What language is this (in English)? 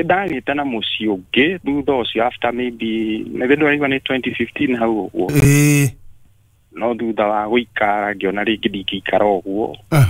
Kikuyu